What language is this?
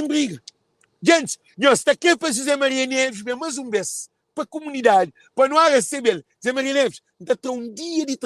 Kabuverdianu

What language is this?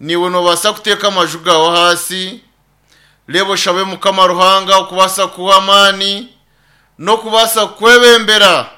Nyankole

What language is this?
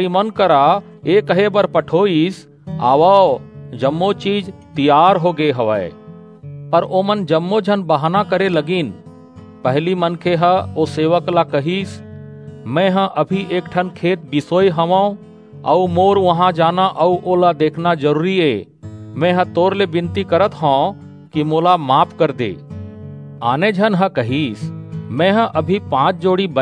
Chhattisgarhi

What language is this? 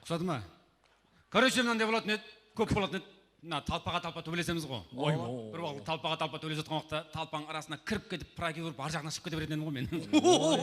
Kara-Kalpak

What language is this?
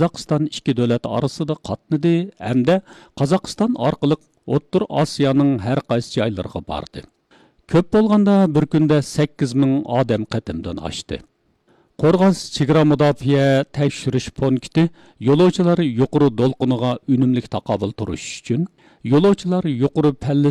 Uyghur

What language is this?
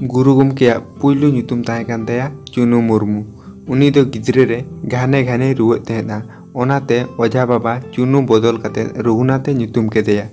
Santali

